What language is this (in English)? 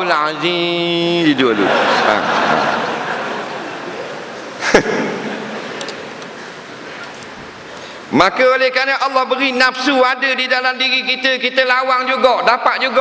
Malay